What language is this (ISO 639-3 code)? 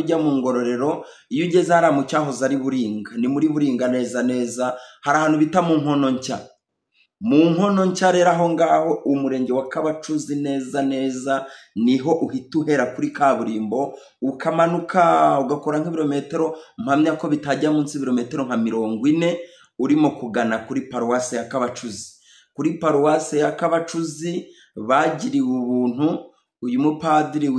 kin